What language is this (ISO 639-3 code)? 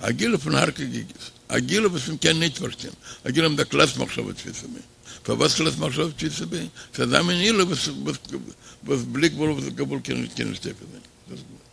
yid